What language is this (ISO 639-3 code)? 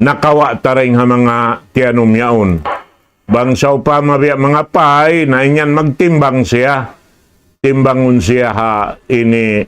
tsg